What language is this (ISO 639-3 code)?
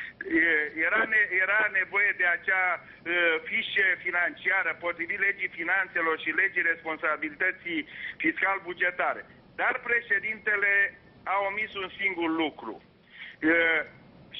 ron